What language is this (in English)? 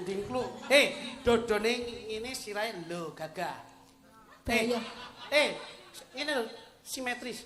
Javanese